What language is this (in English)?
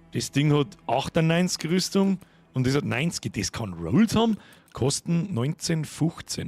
Bavarian